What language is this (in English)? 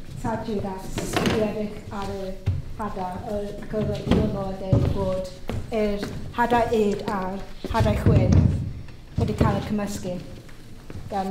Welsh